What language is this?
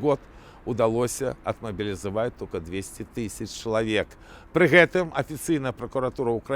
Belarusian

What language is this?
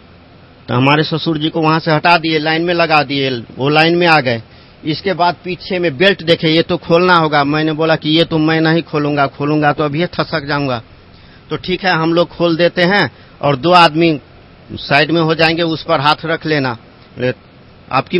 Hindi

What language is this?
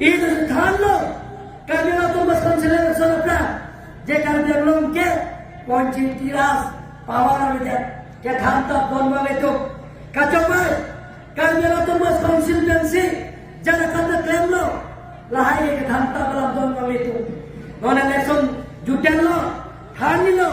Karbi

